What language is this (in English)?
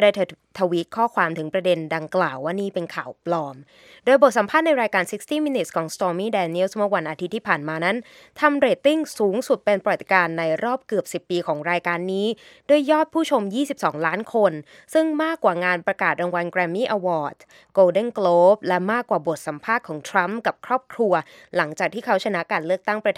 Thai